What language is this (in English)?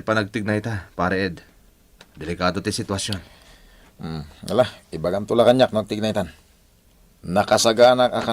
Iloko